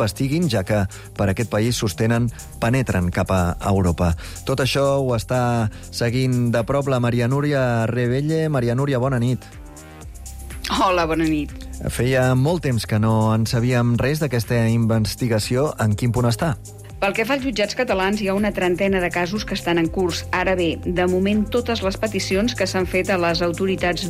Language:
Catalan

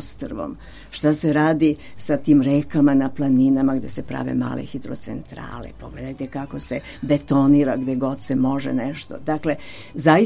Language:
Serbian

